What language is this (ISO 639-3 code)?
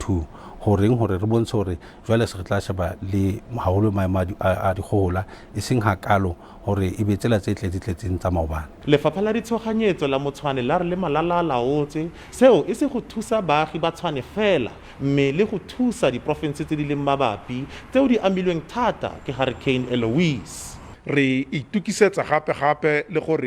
tsn